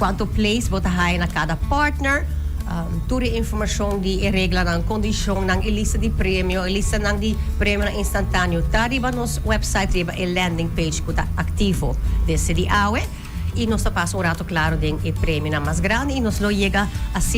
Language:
Papiamento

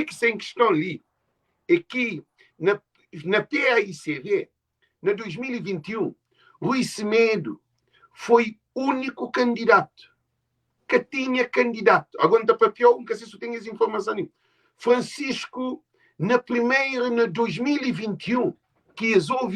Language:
Kabuverdianu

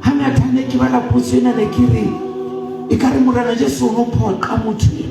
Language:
Southern Sotho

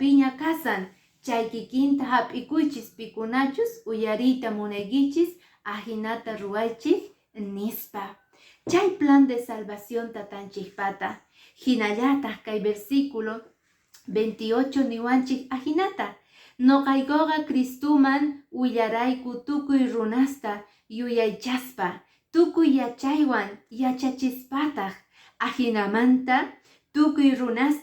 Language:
Quechua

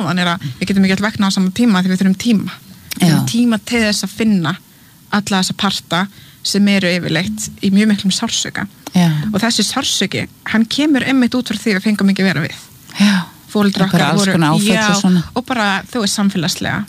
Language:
Icelandic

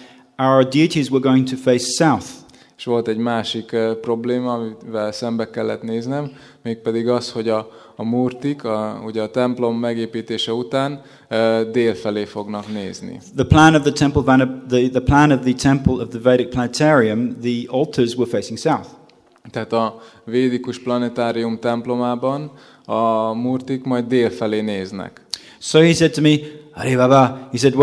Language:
Hungarian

